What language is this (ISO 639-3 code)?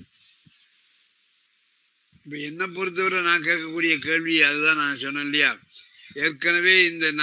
tam